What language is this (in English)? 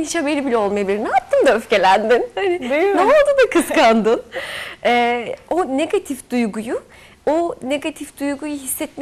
Turkish